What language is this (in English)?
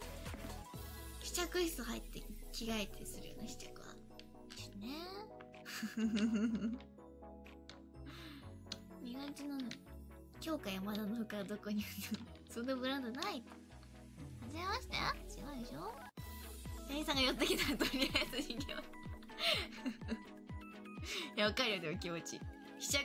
Japanese